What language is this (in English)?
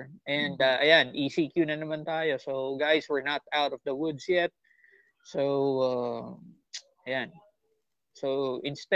Filipino